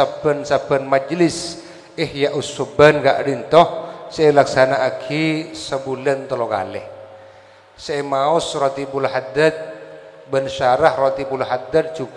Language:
Madurese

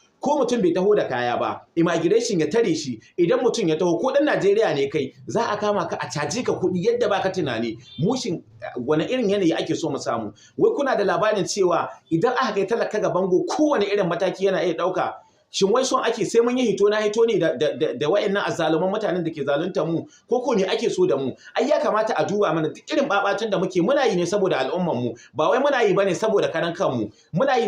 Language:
Hausa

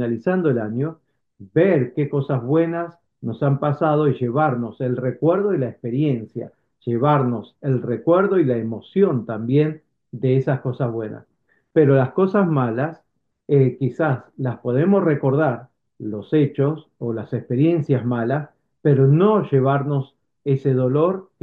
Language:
Spanish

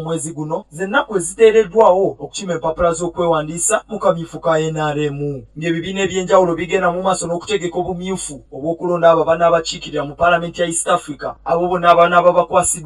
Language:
Ganda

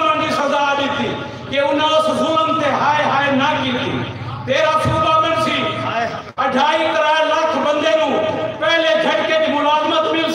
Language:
Saraiki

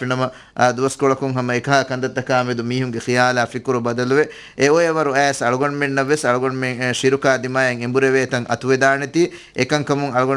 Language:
Divehi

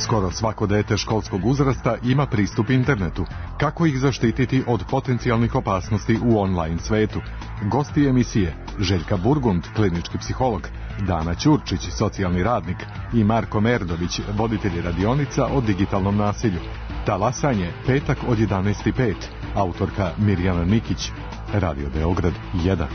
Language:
Serbian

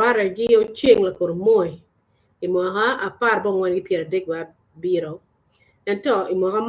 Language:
Acoli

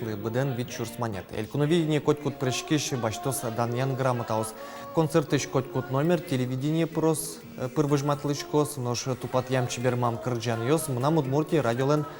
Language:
Udmurt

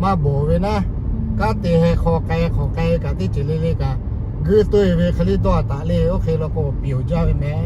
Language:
Lahu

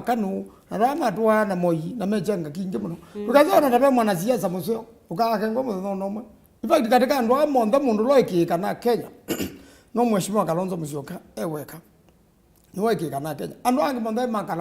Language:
Kamba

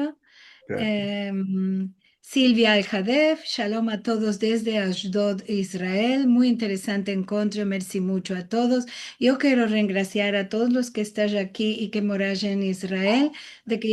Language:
Ladino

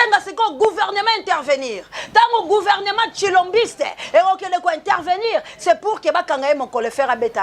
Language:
Lingala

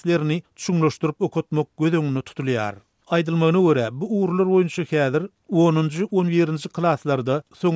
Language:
Turkmen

